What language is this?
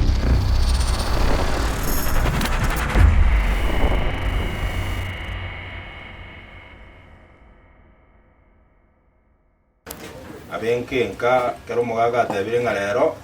Gusii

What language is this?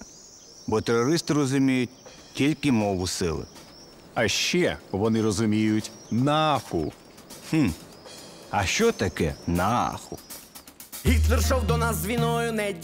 Ukrainian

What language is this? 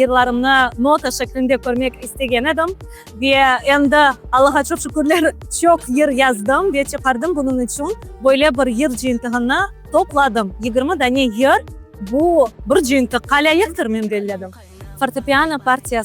Crimean Tatar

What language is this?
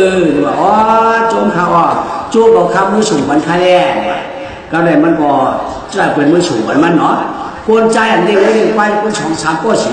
Shan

